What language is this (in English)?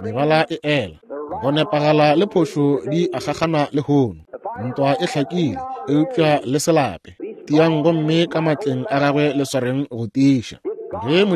Northern Sotho